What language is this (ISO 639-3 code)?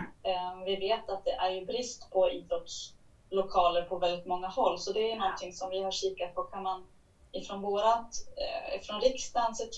swe